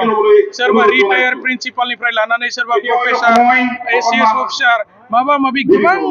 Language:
Bodo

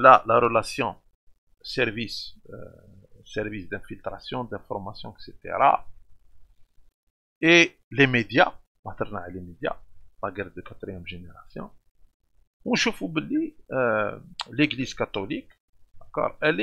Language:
French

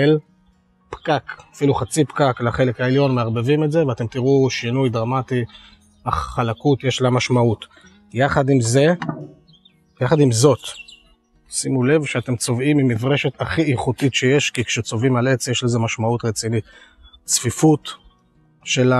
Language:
Hebrew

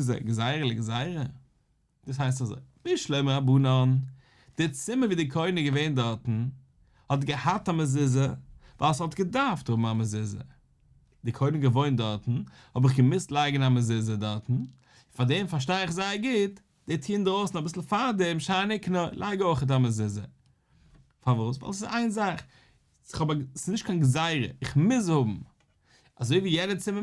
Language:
Yiddish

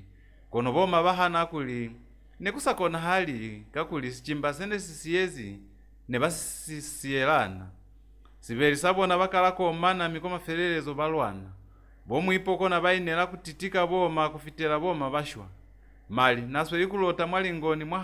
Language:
Lozi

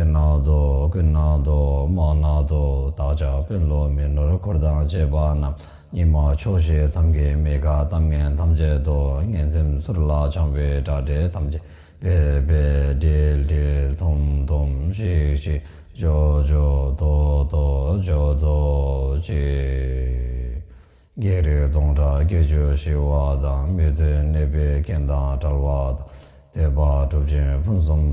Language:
Tibetan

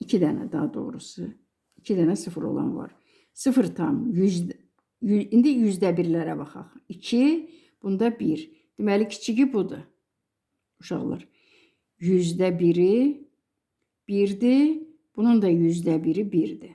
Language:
Azerbaijani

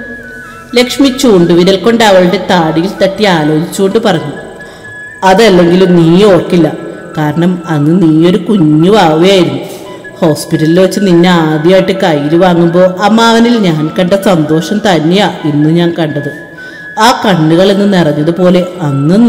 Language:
Malayalam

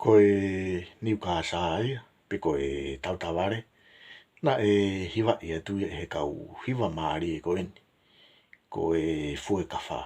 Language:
Tongan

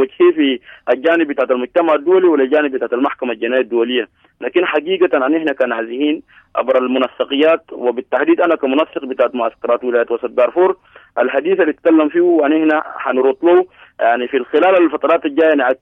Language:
Sudanese Arabic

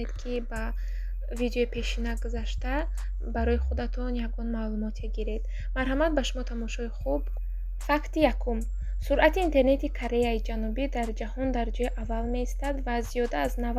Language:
Tajik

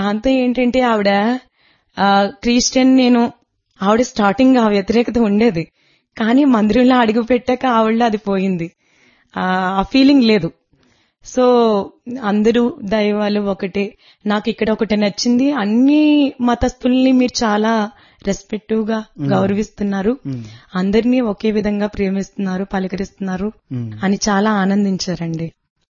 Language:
Telugu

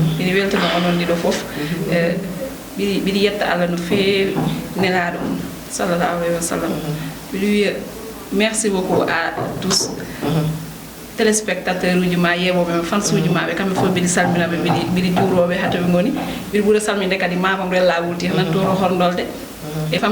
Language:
Fula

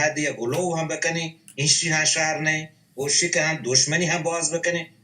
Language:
Baluchi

